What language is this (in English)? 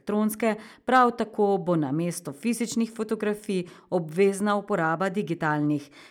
Slovenian